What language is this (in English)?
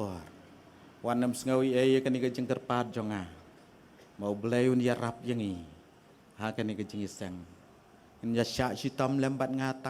Khasi